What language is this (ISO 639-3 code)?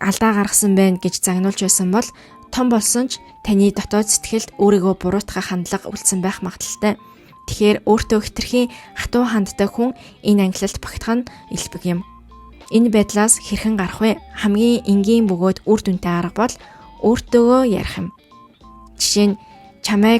mon